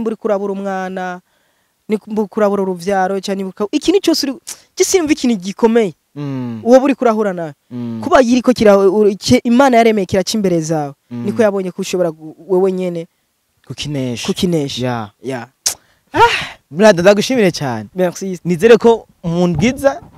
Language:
Rundi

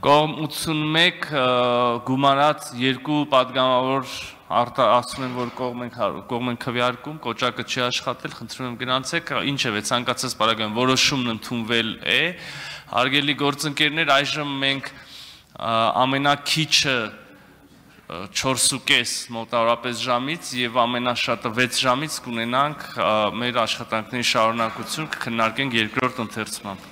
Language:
Armenian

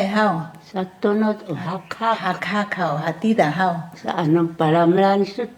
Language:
Sakizaya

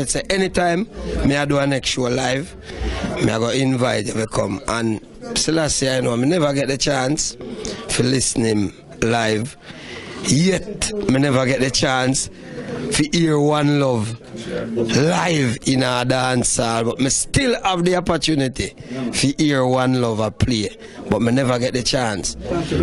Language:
Jamaican Creole English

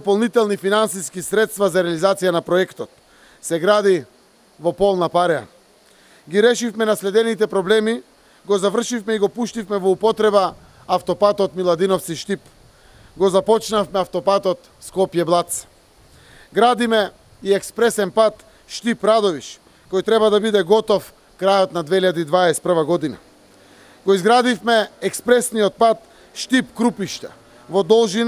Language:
Macedonian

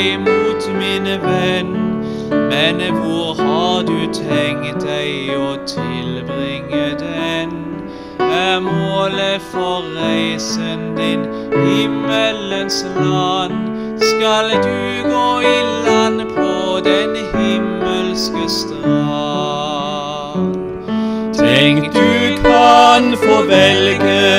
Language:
Norwegian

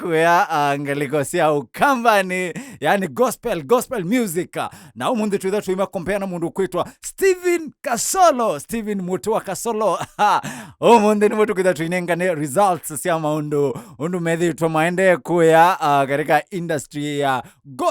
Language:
Kamba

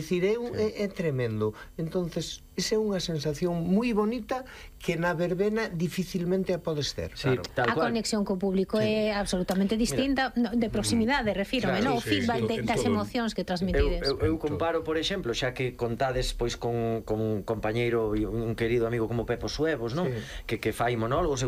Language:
Galician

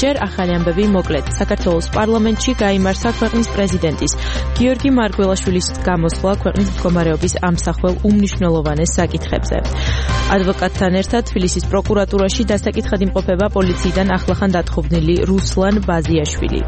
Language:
Georgian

